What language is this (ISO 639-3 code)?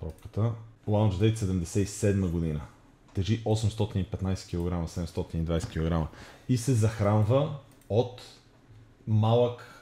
bul